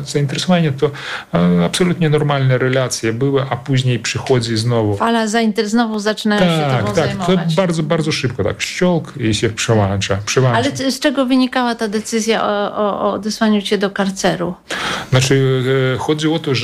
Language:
Polish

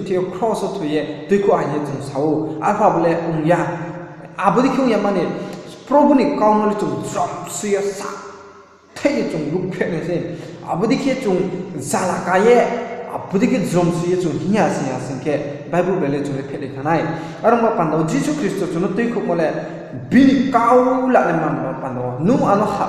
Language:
Riang (India)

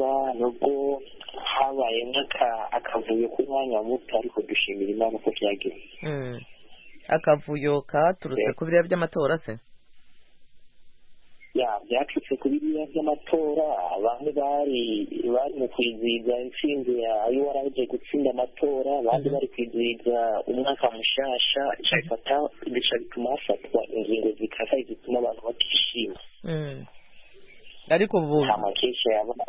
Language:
Kinyarwanda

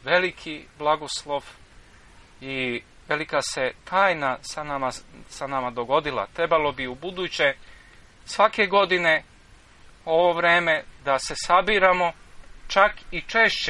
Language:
Serbian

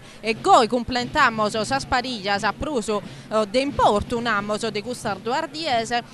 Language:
Sardinian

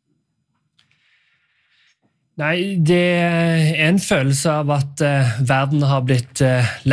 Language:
Norwegian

